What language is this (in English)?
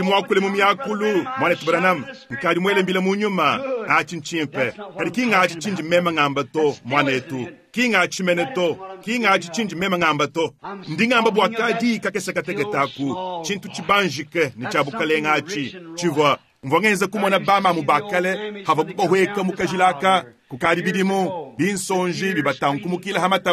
Luba-Lulua